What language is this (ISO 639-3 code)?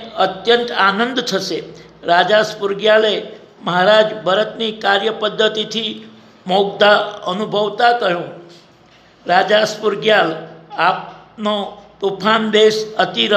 guj